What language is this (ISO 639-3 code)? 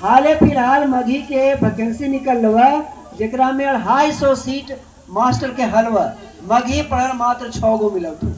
mag